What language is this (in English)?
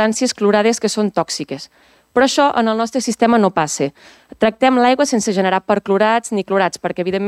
Catalan